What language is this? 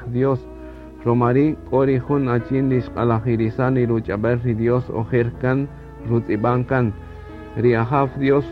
Kaqchikel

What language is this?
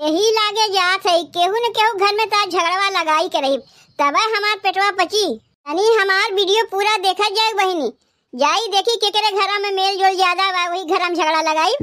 Awadhi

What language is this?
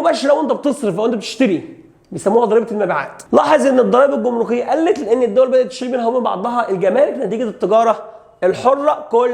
Egyptian Arabic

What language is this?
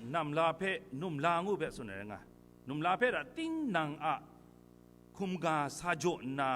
Kachin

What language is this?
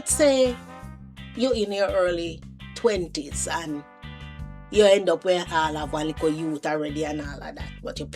Jamaican Creole English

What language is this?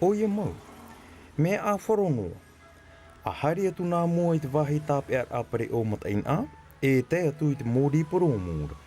Tahitian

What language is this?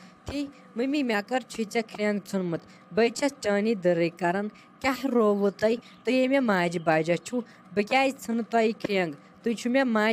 Kashmiri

